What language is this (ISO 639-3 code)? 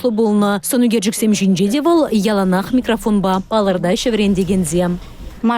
chv